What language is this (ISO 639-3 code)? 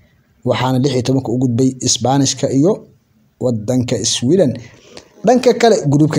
som